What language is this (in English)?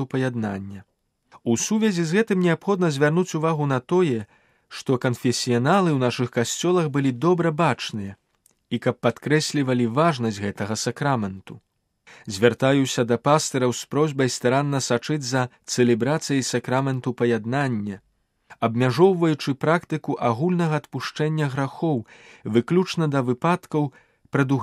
Belarusian